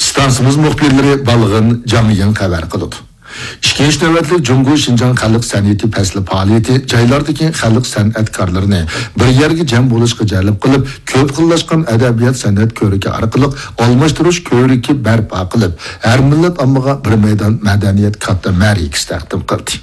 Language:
Uyghur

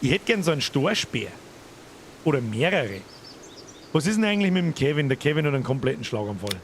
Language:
Bavarian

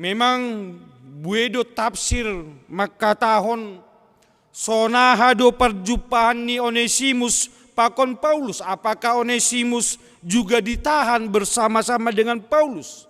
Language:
Batak Simalungun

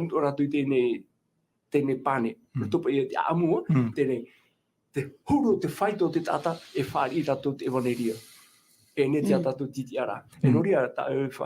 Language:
Tahitian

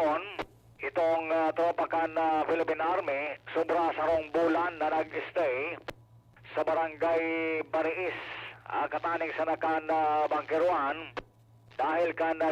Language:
Bikol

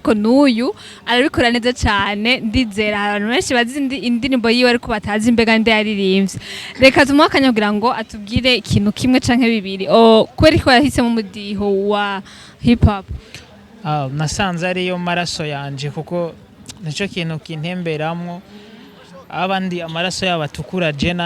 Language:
Rundi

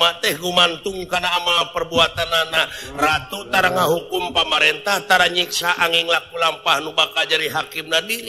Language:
Sundanese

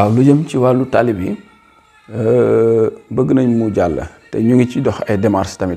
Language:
Wolof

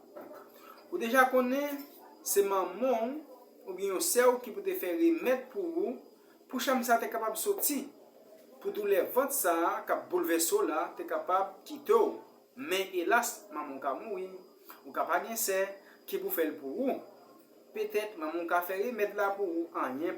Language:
Haitian Creole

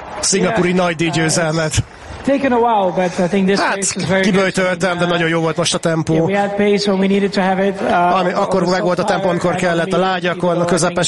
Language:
Hungarian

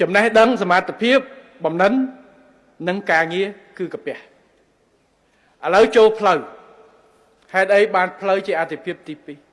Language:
Khmer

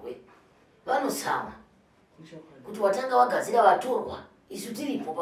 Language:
Shona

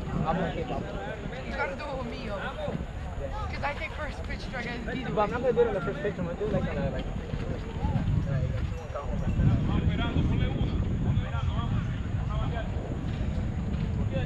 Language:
English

